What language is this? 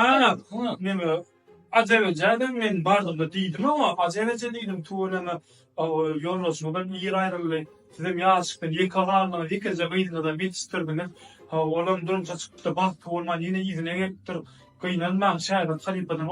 Turkmen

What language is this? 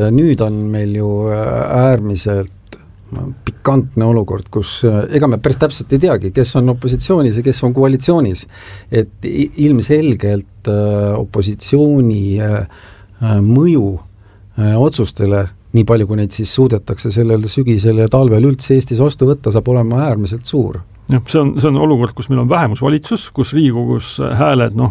Estonian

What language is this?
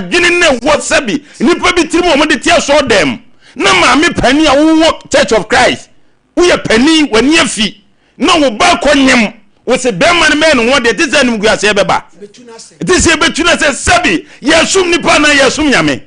Akan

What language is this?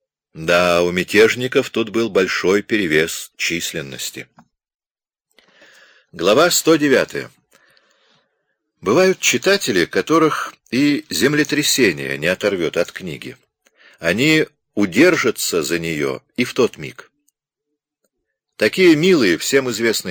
Russian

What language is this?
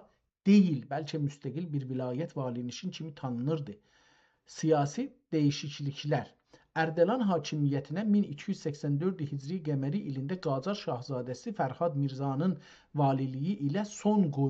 South Azerbaijani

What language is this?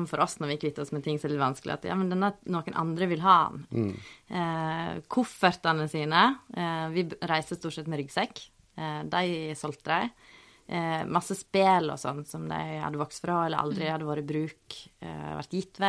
Norwegian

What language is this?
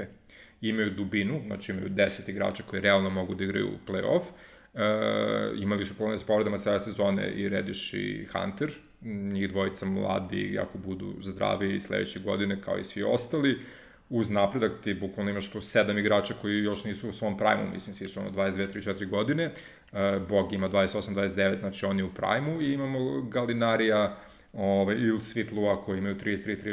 Serbian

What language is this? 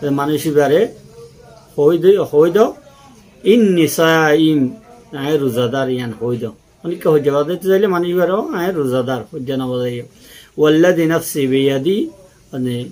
Rohingya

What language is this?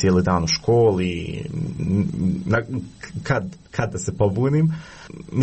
Croatian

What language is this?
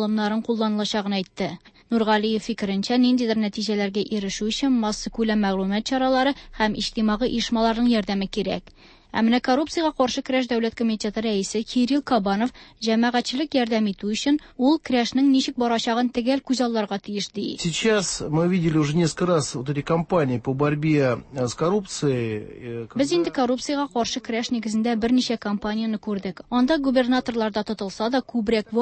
Tatar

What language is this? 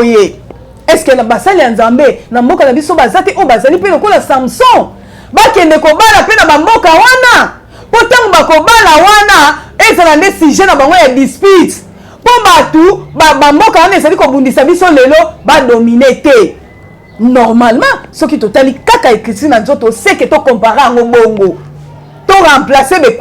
Lingala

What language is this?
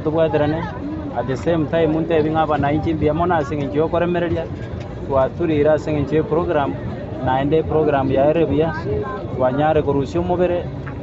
Gusii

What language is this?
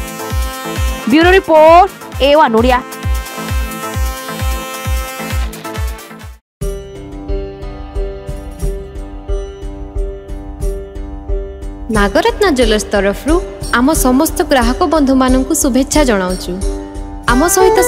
Odia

